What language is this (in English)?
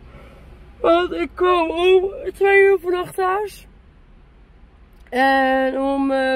Dutch